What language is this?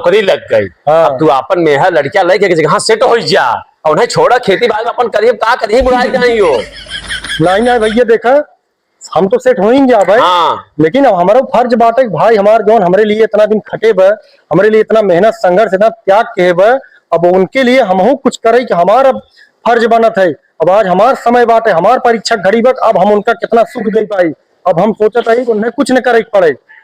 Awadhi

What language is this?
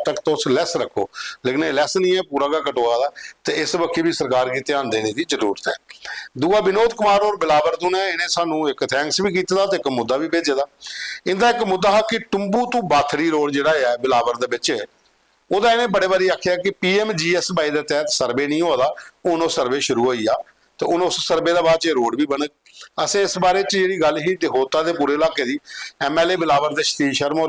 Dogri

